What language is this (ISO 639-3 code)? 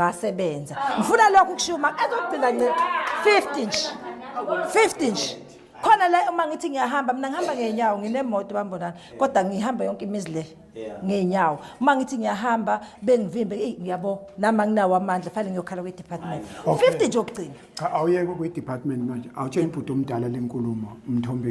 zul